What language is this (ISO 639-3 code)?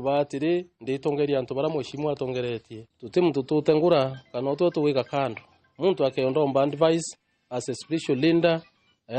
mer